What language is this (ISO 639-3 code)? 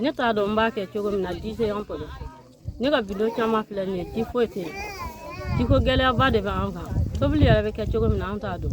bam